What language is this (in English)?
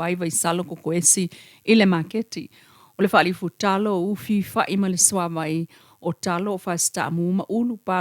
Samoan